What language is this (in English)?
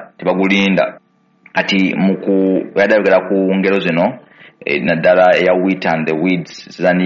Ganda